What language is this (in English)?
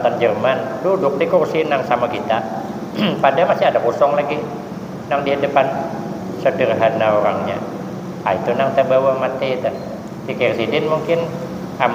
Banjar